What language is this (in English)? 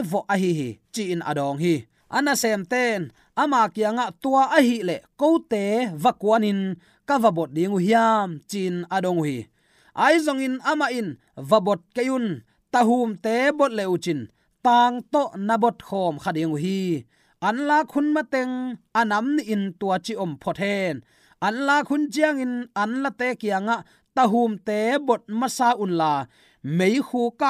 Tedim Chin